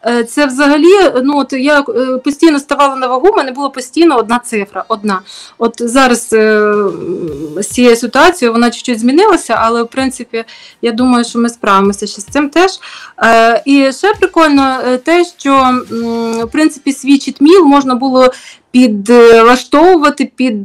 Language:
Ukrainian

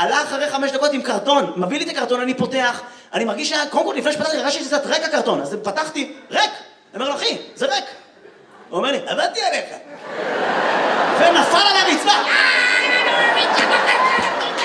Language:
Hebrew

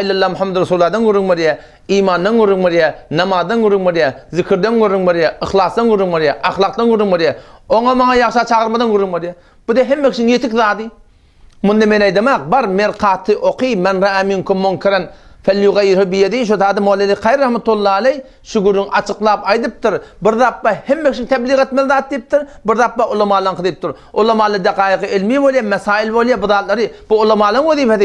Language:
Turkmen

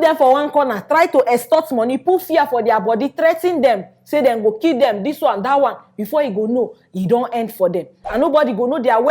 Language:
Nigerian Pidgin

